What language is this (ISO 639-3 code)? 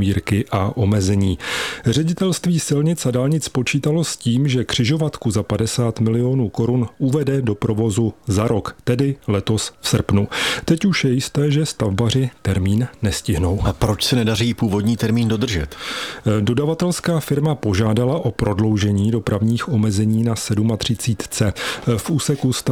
ces